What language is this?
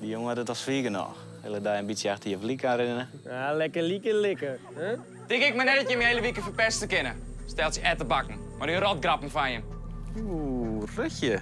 Western Frisian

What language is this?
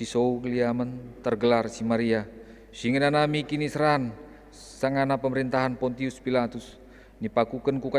Batak Karo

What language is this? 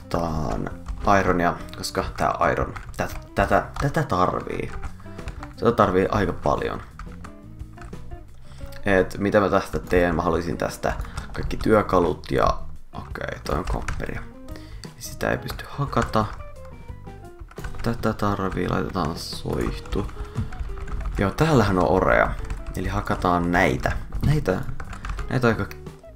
Finnish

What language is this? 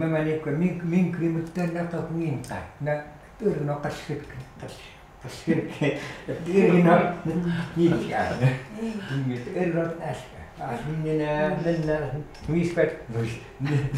Chukot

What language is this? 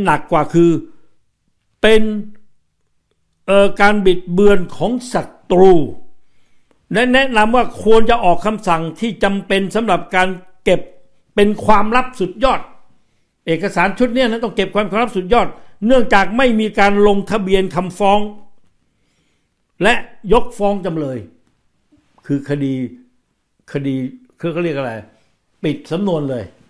Thai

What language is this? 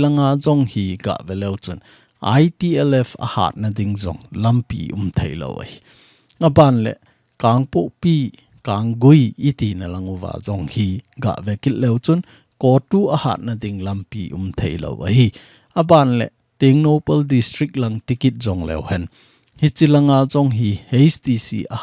Thado Chin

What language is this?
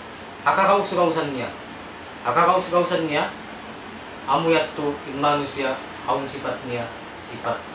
Tausug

